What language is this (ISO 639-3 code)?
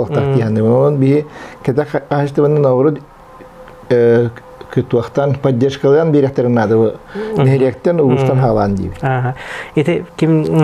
sah